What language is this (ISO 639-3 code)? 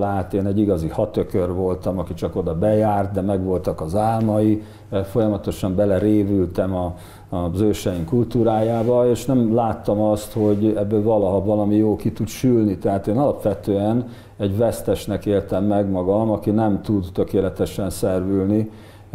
hun